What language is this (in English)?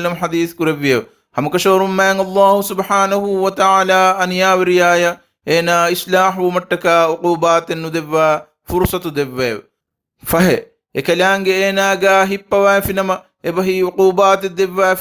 Divehi